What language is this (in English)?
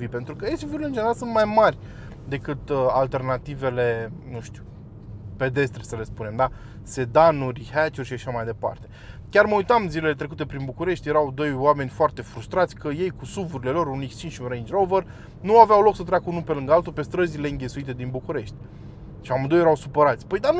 Romanian